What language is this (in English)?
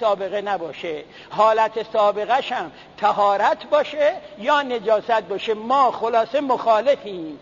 Persian